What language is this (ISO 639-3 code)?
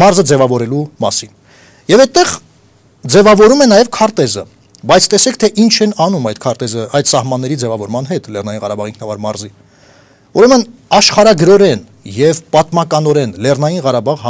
hye